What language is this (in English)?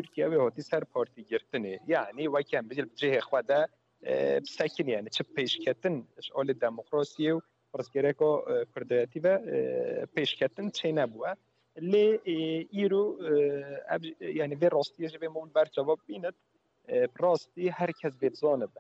Kurdish